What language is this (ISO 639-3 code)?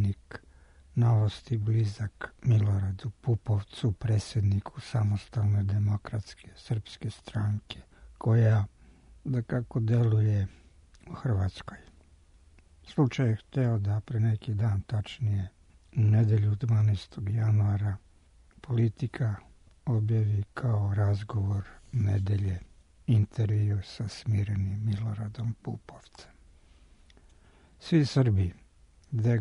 srp